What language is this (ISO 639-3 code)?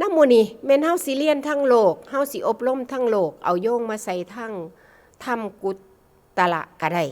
tts